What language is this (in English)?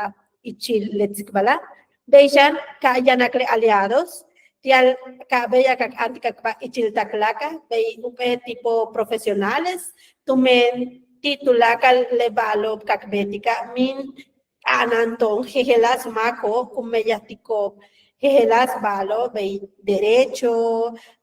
Yucateco